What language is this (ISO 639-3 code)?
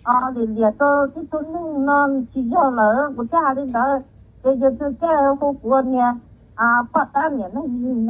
hmn